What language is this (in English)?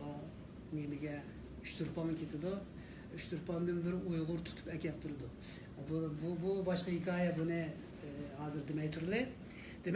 Uyghur